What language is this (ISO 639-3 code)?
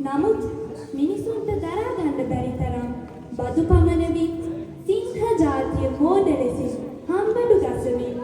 sin